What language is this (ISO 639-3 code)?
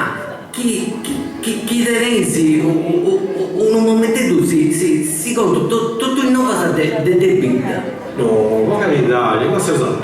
srd